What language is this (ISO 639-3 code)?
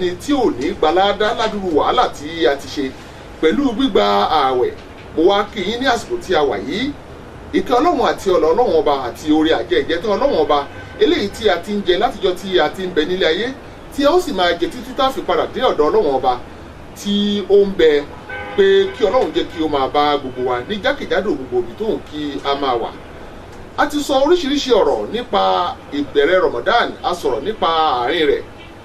yor